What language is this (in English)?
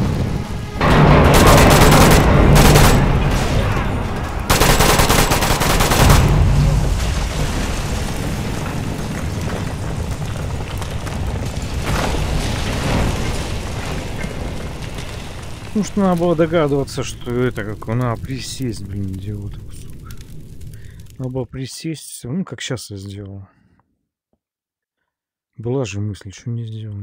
Russian